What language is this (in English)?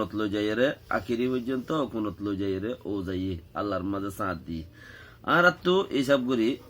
Rohingya